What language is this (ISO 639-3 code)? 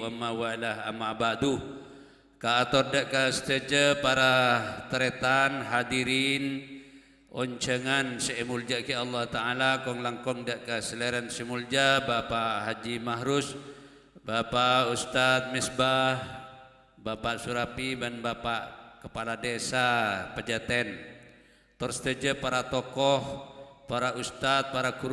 mad